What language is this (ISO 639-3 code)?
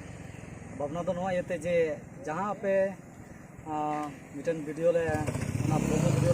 sat